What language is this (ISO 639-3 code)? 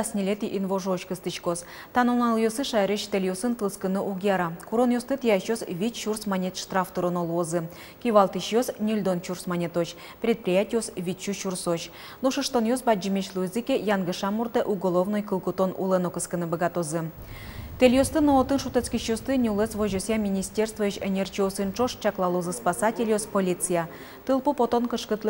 udm